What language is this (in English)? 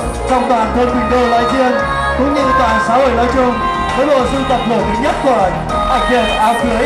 Vietnamese